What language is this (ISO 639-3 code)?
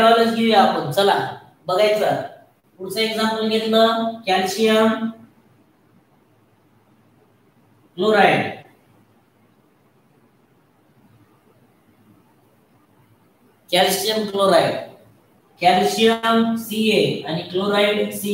mar